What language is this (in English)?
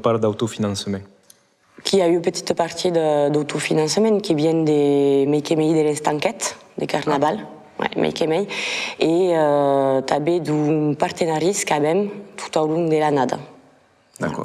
Occitan